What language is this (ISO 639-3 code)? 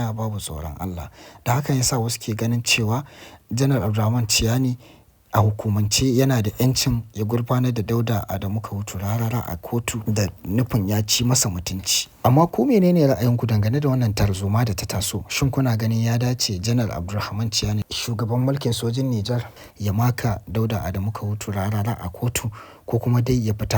hau